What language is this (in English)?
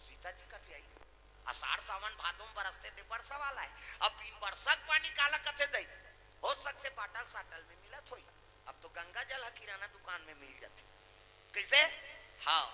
Chhattisgarhi